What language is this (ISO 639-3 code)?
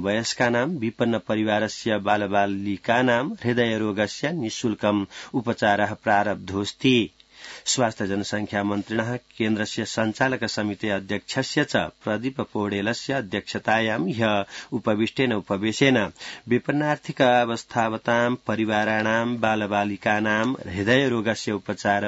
san